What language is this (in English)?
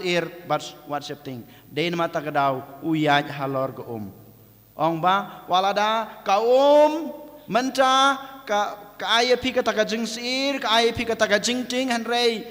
Khasi